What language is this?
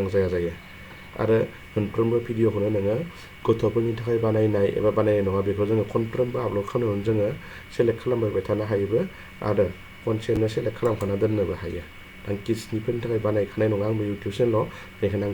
Bodo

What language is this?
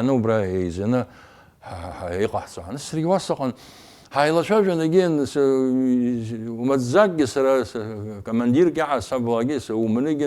Abkhazian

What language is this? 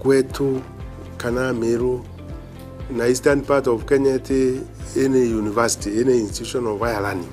Meru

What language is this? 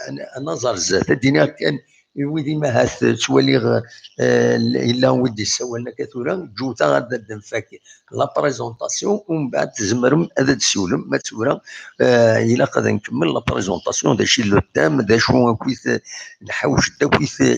Kabyle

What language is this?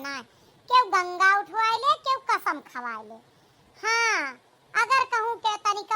Awadhi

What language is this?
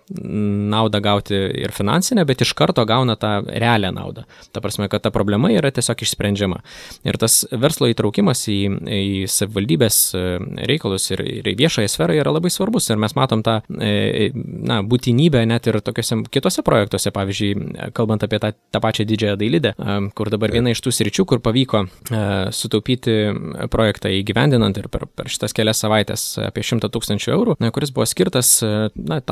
Lithuanian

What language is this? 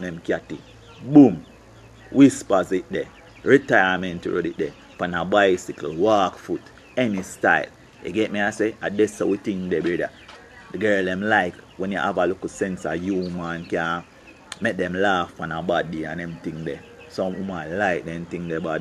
Jamaican Creole English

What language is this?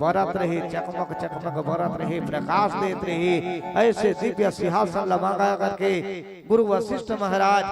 Chhattisgarhi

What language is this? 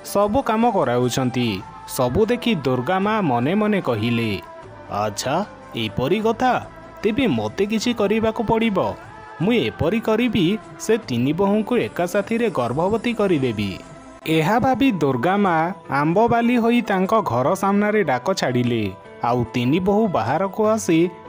Odia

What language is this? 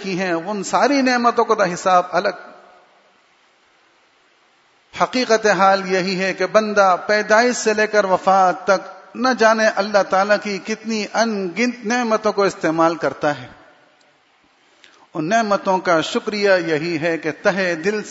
Urdu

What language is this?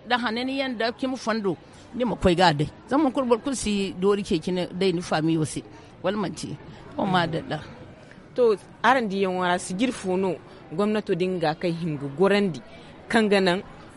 Zarma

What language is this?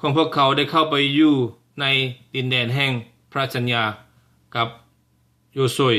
Lao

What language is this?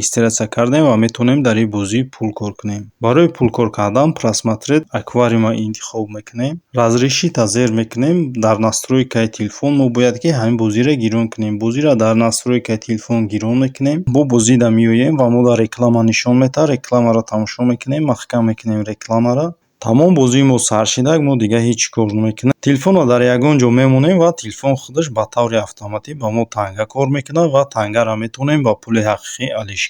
Tajik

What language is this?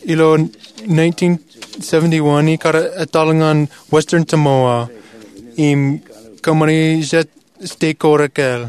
Marshallese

